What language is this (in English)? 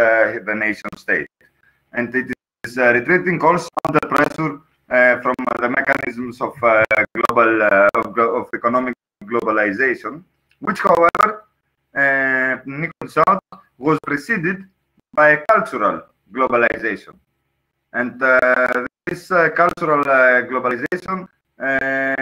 English